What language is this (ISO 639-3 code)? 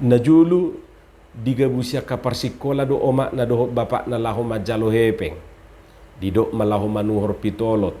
bbc